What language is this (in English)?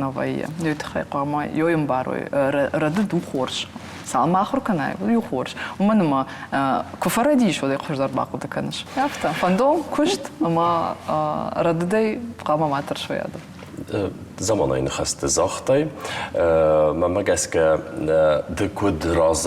Ossetic